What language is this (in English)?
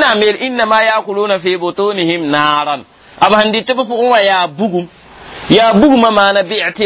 Mossi